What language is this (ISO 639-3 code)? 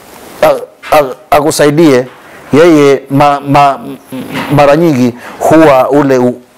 swa